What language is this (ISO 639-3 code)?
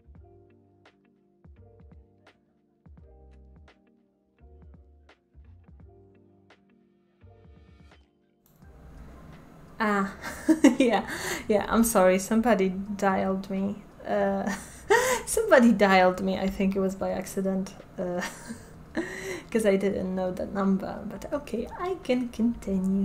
eng